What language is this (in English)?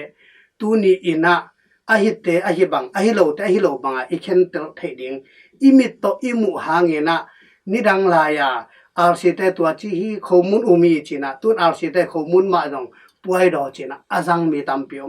Tedim Chin